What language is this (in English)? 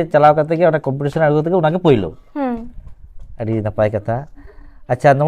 Santali